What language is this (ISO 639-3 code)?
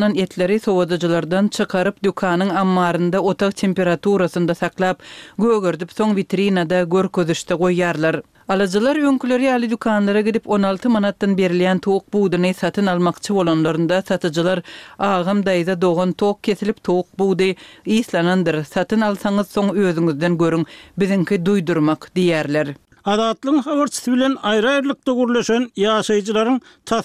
tuk